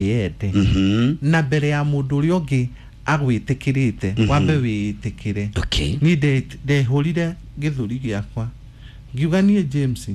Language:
Kikuyu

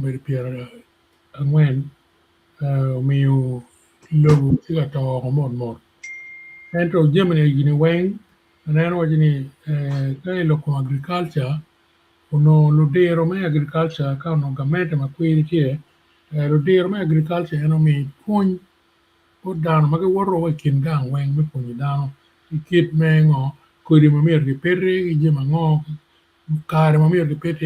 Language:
Acoli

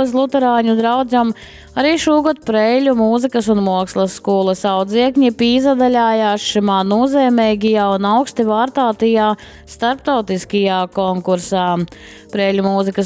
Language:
Latgalian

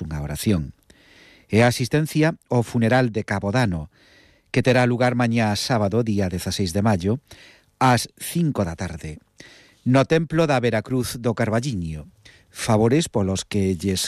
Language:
Galician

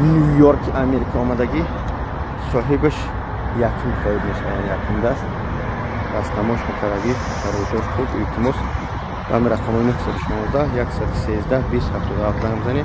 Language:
Tajik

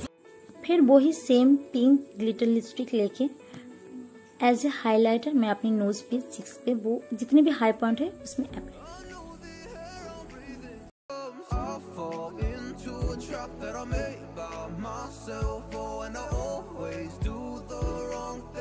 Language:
Hindi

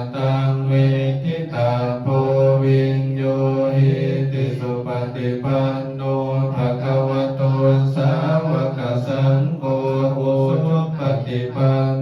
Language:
Pali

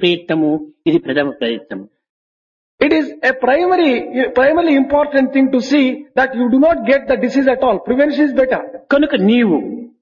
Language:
Telugu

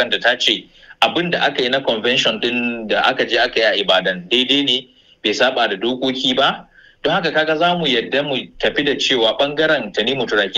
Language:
Hausa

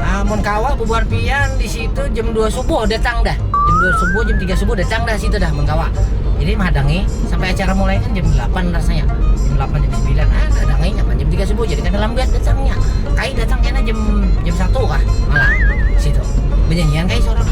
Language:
Banjar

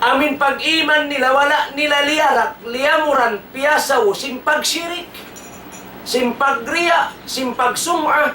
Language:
Tausug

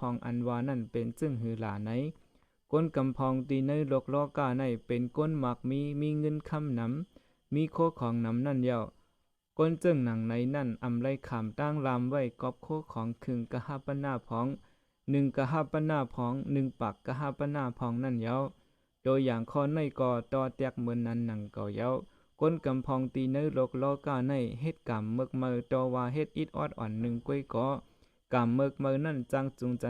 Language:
Shan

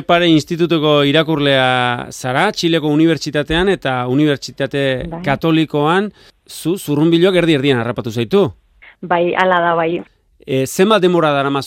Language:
Basque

